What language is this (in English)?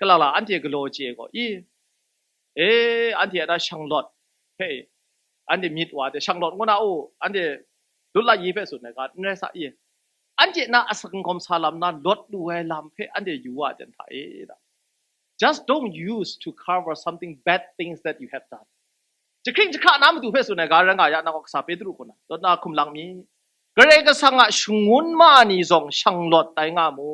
Kachin